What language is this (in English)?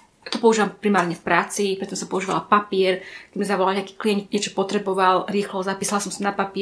Slovak